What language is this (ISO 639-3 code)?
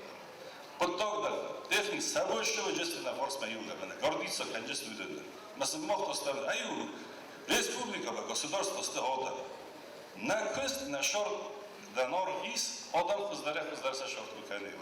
oss